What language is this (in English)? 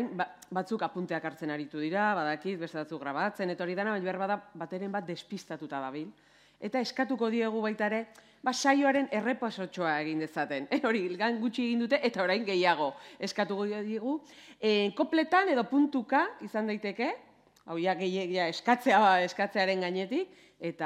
Basque